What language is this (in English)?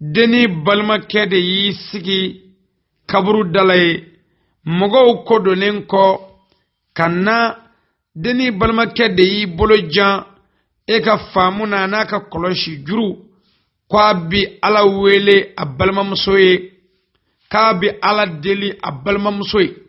Bambara